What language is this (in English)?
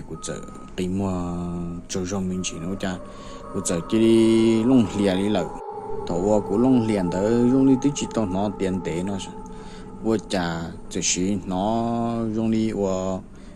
Hmong